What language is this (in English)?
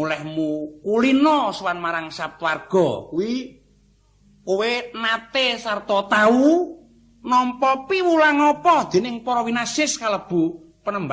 Javanese